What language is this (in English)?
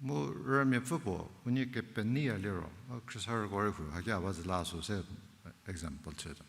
Angami Naga